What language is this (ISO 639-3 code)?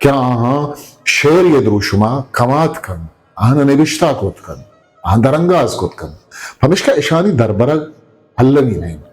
bgp